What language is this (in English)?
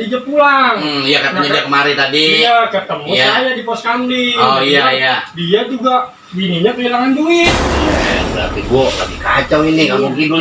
Betawi